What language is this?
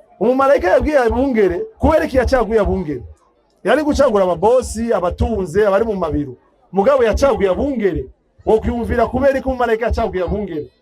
Rundi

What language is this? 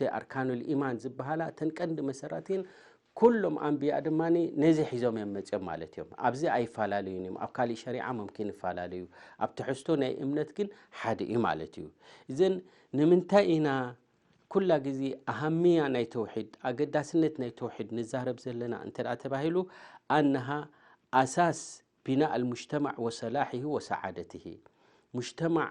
Tigrinya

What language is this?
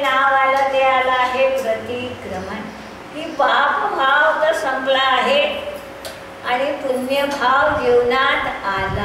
Marathi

